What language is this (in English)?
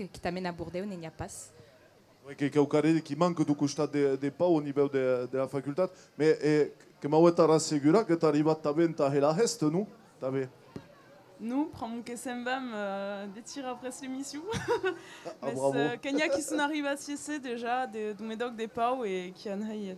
Occitan